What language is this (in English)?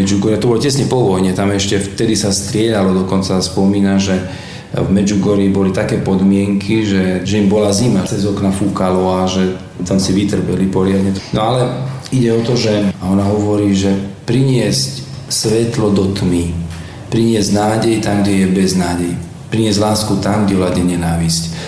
Slovak